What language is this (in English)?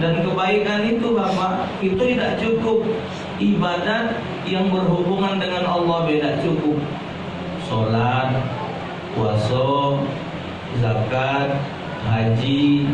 Musi